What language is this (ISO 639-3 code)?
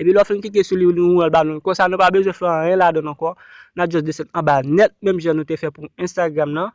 hat